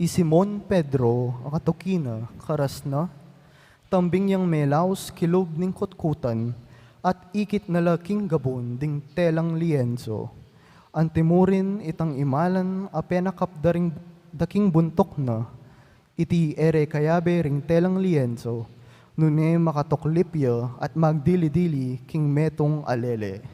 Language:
Pampanga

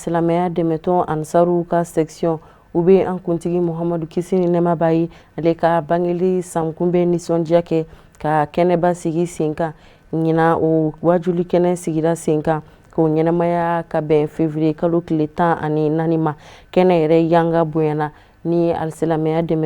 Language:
Bambara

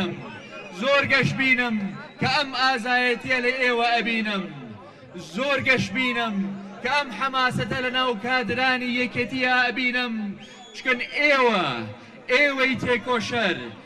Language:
Central Kurdish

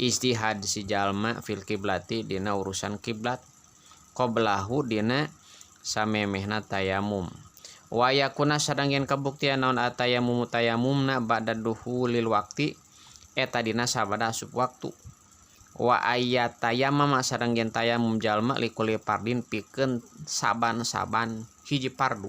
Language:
Sundanese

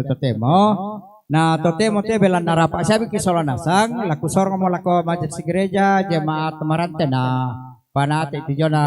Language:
Toraja-Sa'dan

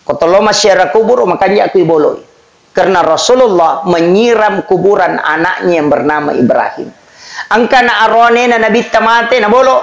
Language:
Buginese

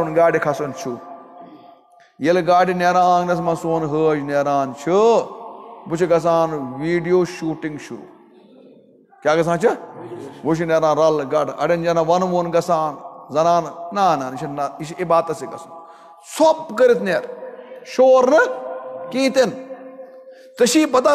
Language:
Kashmiri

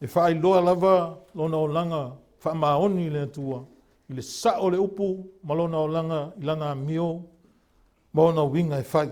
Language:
Samoan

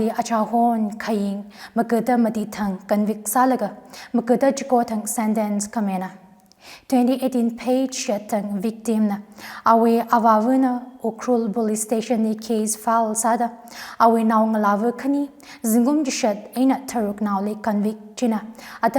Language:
Tangkhul Naga (India)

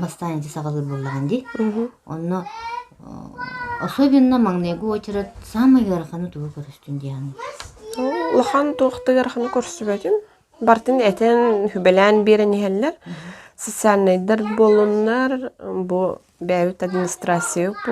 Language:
Yakut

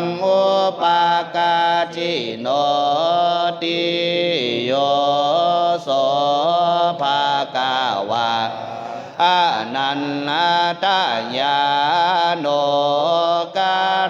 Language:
Pali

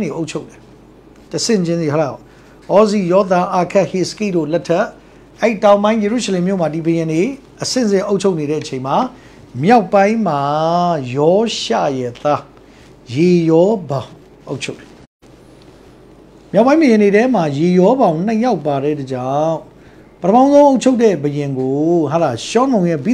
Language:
Burmese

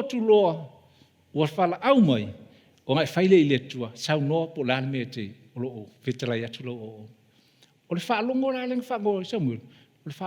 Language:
Samoan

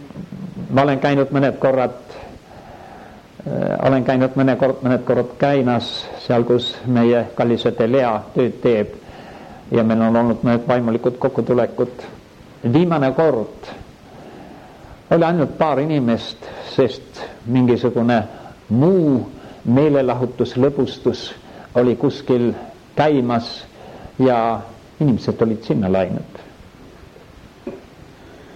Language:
Estonian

